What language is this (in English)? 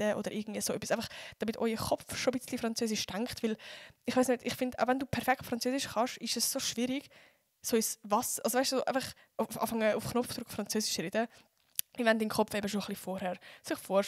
Swiss German